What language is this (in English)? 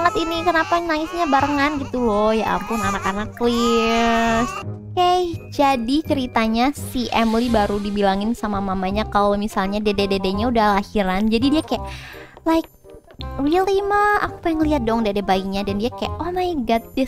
Indonesian